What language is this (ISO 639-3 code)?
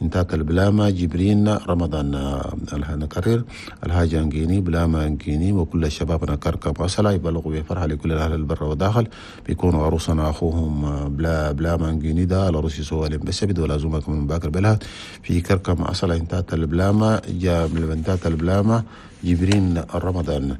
shu